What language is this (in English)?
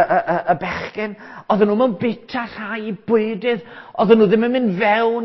Welsh